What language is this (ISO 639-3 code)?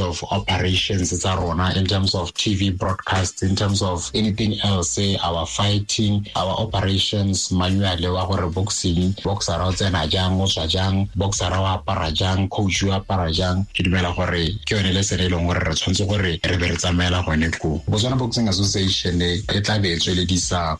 tsn